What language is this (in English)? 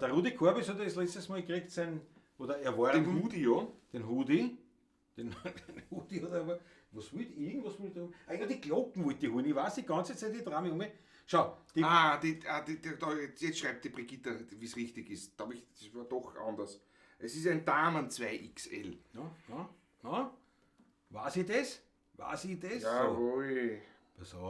Bavarian